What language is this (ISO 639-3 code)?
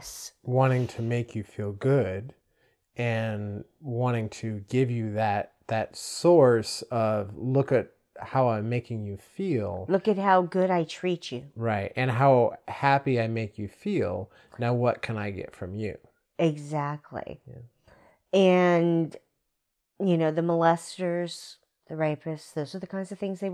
eng